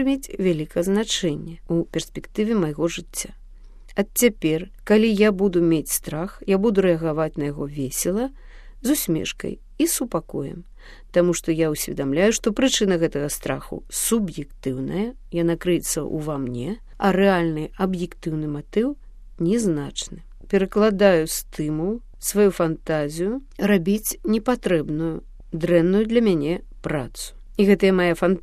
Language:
Belarusian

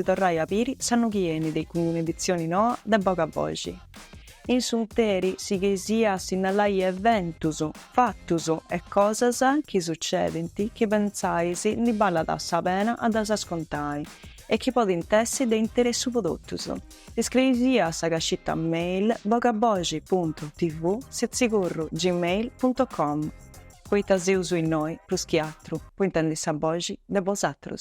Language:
Sardinian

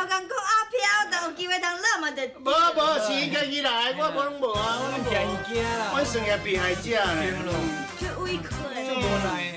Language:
Min Nan Chinese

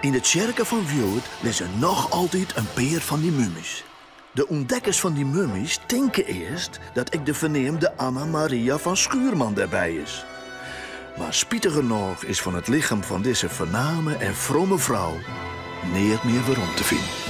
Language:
Western Frisian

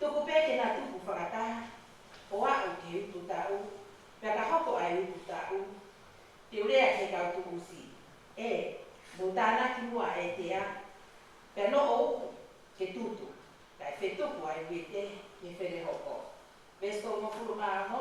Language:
Tongan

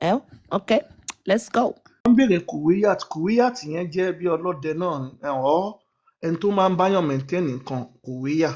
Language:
Yoruba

